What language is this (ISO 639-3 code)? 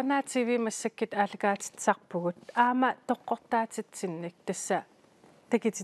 kal